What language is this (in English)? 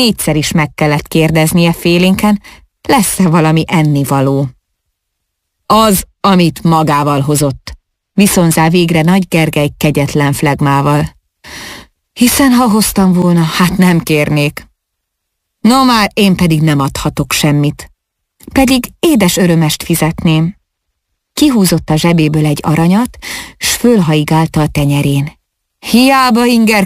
Hungarian